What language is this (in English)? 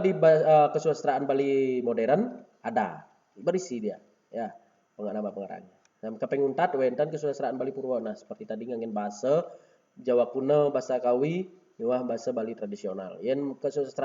Balinese